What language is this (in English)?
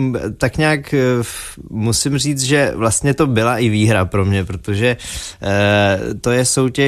Czech